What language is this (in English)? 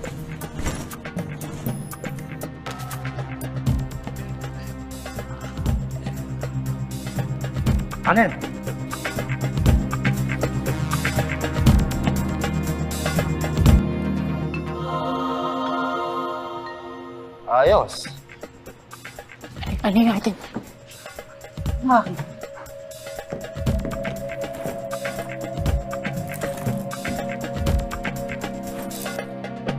Filipino